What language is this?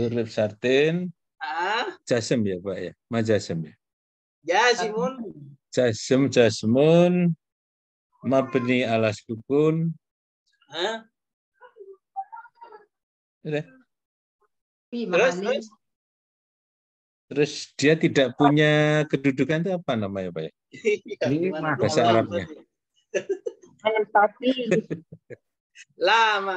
Indonesian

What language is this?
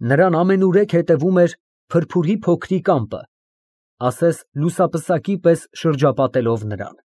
Armenian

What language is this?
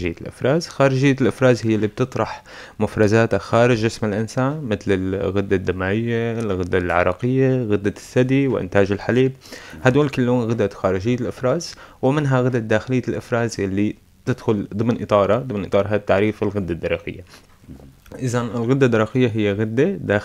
North Levantine Arabic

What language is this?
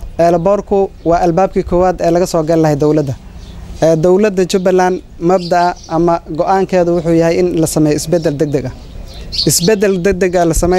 Somali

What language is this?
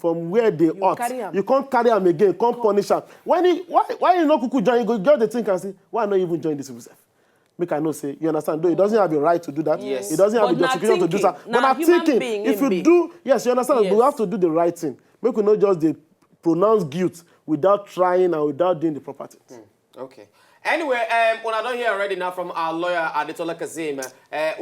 Nigerian Pidgin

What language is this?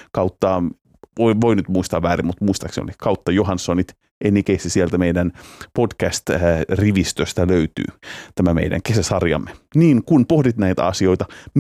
Finnish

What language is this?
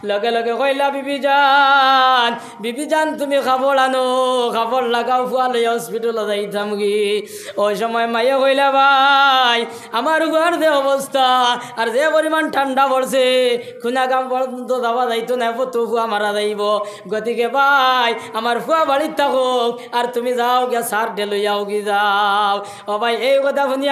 Sylheti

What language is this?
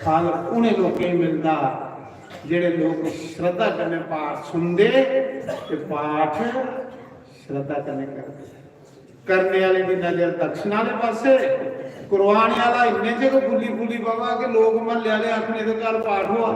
Dogri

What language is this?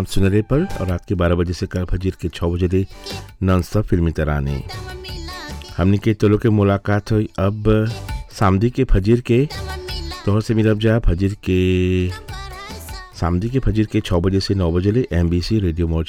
Bhojpuri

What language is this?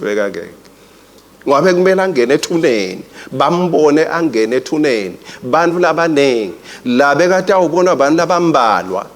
Swati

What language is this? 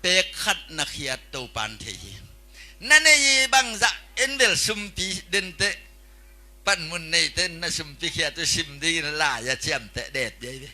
Tedim Chin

